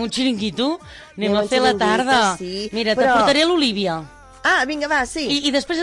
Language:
Catalan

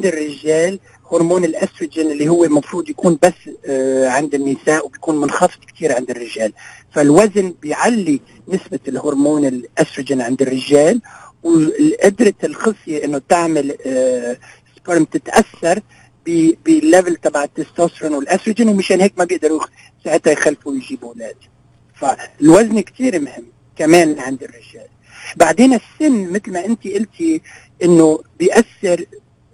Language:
North Levantine Arabic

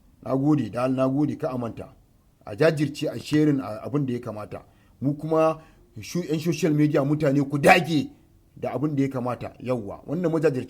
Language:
Hausa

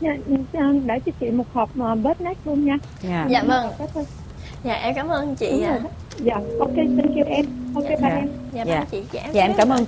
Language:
Vietnamese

